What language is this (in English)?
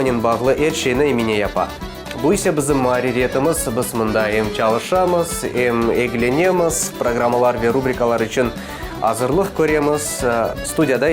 Crimean Tatar